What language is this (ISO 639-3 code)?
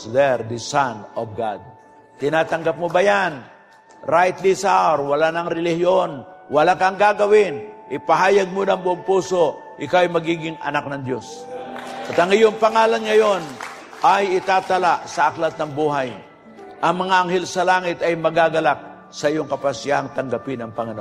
fil